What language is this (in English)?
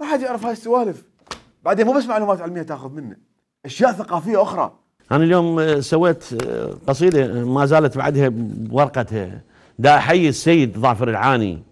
Mesopotamian Arabic